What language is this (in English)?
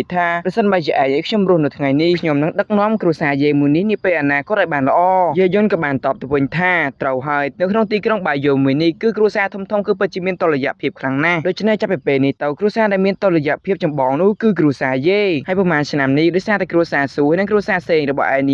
Khmer